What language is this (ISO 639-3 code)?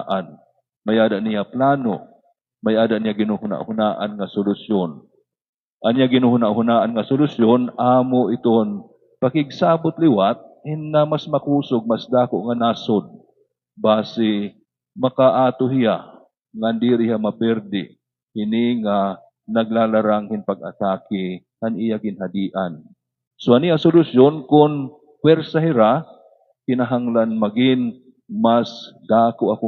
war